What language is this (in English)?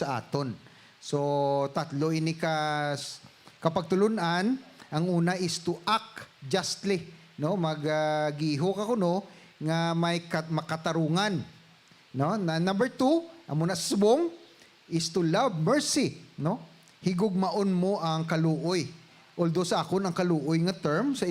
Hiligaynon